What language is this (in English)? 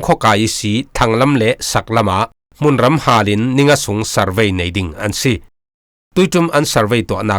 Falam Chin